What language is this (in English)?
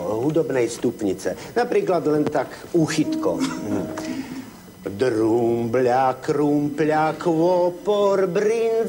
Slovak